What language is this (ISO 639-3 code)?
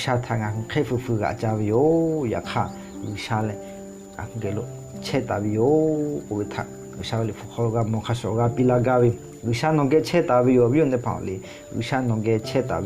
lhu